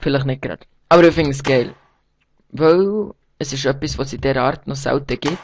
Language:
Swiss German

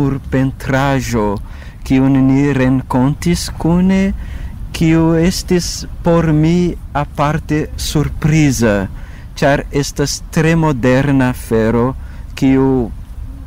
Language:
Esperanto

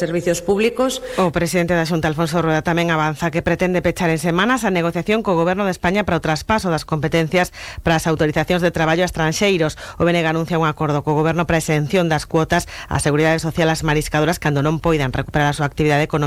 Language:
Galician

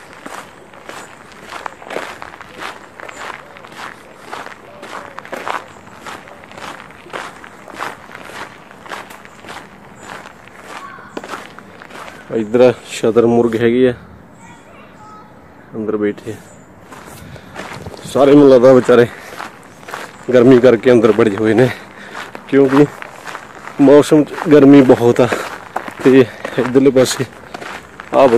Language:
Punjabi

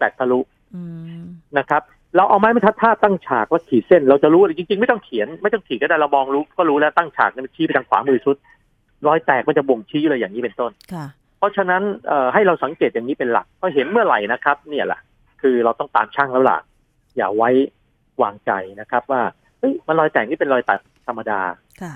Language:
Thai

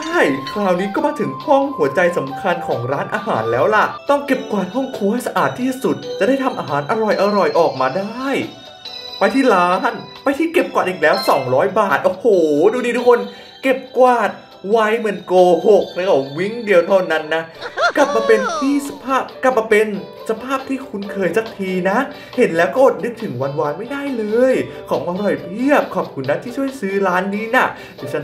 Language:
Thai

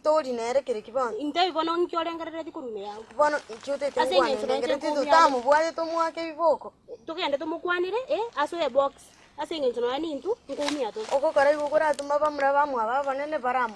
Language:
Gusii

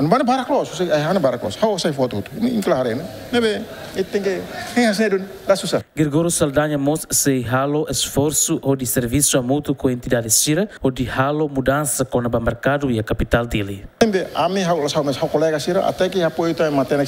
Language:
Tetum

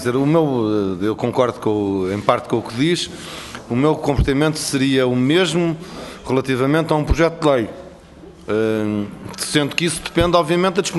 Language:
Portuguese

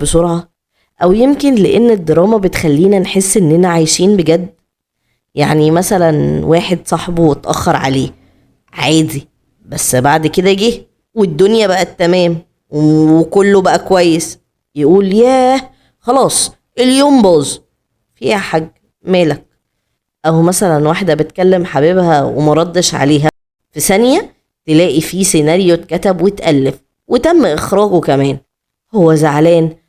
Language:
Egyptian Arabic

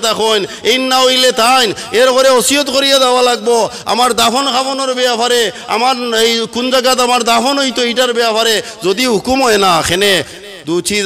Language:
Sylheti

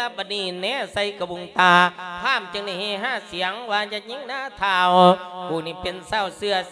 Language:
Lao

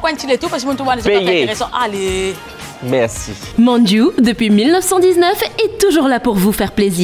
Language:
Morisyen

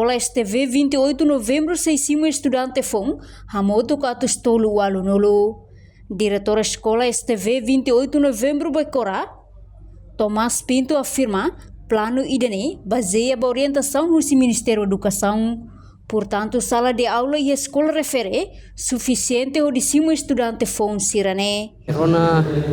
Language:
Tetum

